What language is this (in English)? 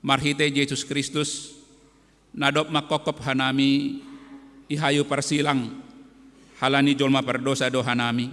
Batak Simalungun